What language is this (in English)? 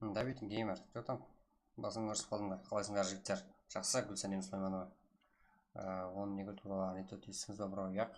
Kara-Kalpak